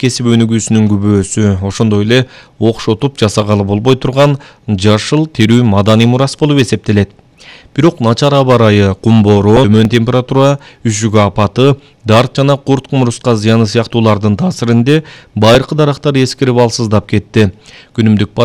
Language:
Kyrgyz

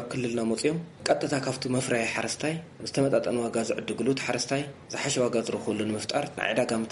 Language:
Tigrinya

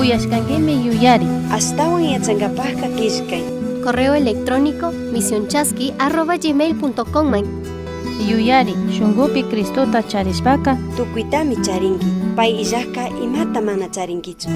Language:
Chimborazo Highland Quichua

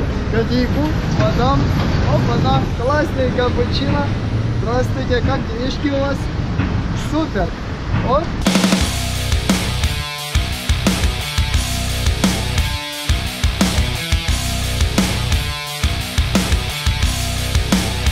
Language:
Russian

